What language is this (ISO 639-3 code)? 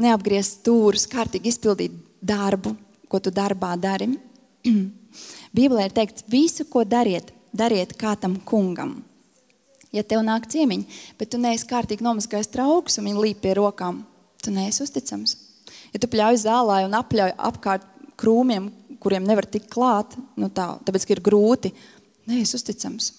lav